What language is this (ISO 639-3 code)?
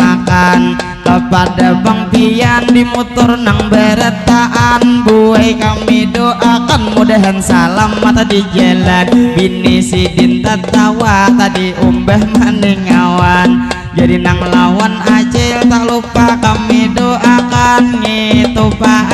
bjn